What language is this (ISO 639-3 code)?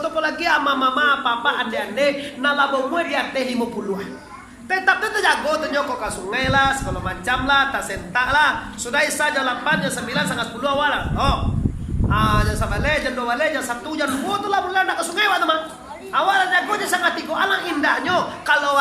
min